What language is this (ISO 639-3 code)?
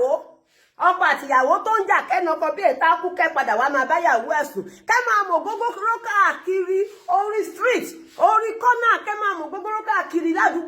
yor